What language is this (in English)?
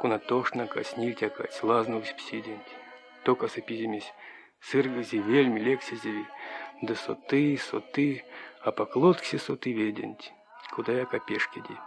Erzya